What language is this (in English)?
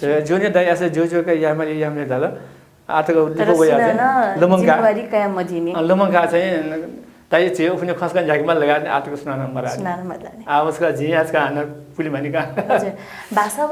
Newari